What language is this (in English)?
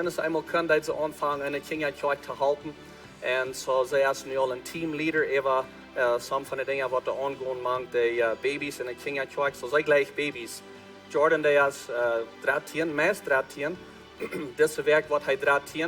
Plautdietsch